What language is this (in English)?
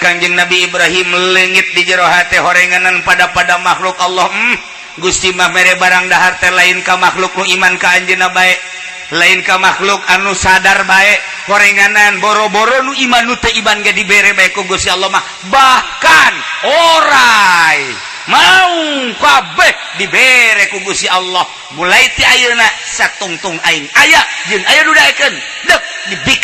Sundanese